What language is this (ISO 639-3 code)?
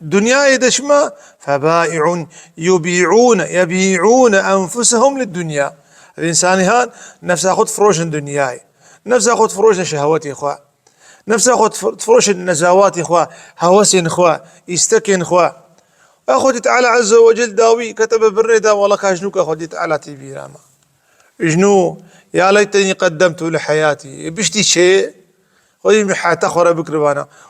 kur